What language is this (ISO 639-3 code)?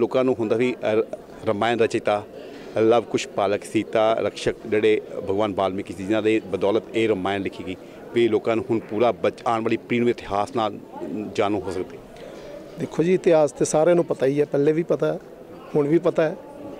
pan